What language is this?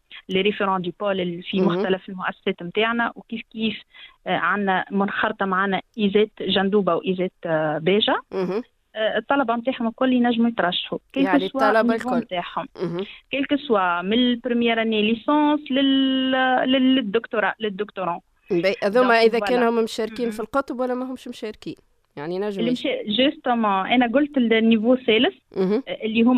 Tunisian Arabic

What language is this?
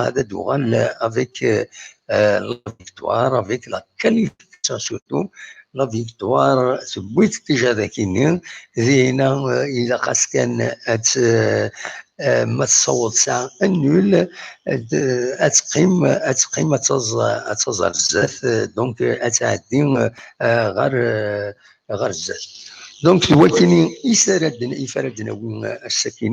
Kabyle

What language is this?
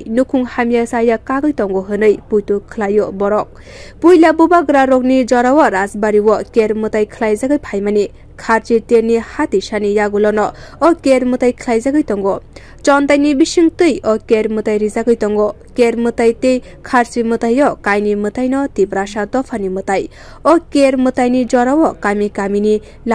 Kok Borok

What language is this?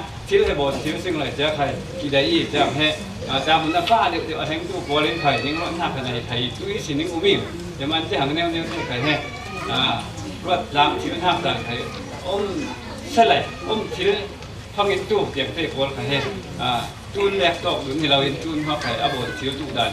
Falam Chin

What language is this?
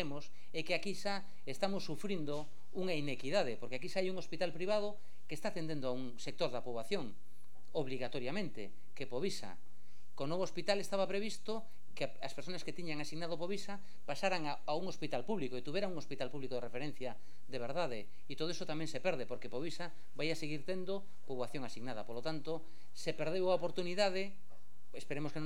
Galician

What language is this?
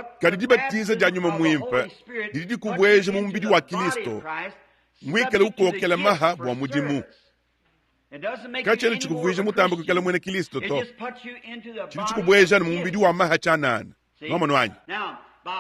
Luba-Lulua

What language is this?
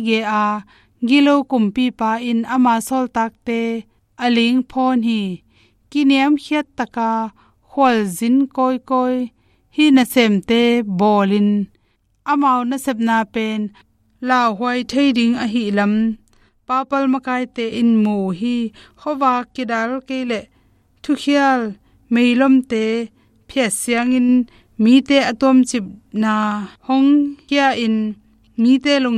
Tedim Chin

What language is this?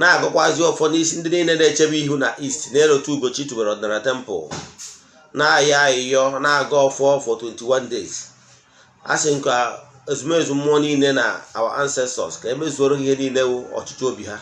Igbo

